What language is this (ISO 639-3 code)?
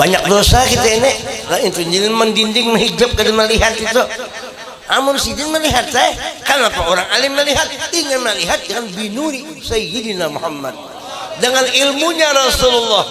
bjn